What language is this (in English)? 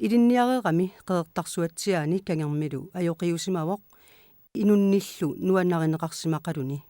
Kalaallisut